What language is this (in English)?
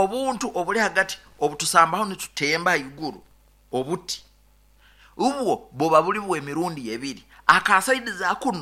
Nyoro